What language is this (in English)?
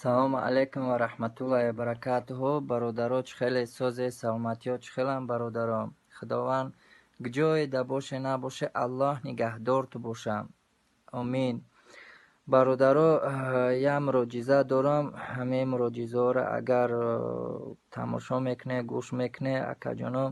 Tajik